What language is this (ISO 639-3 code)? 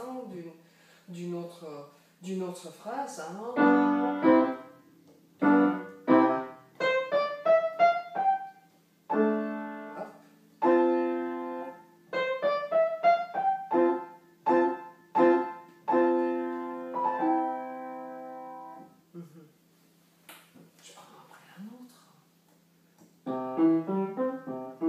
fra